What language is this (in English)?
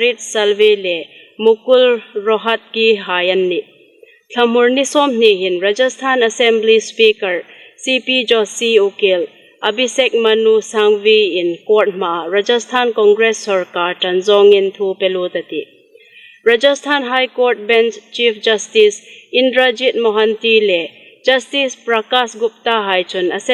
Hmar